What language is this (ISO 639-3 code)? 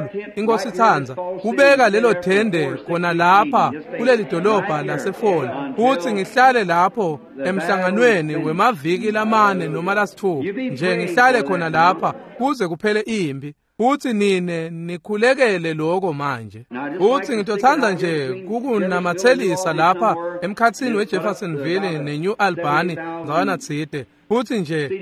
ssw